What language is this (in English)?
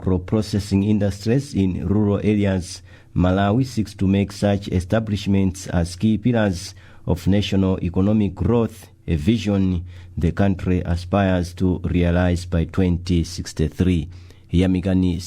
English